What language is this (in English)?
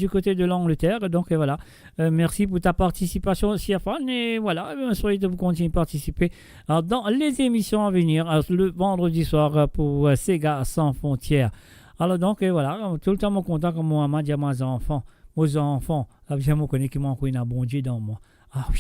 Morisyen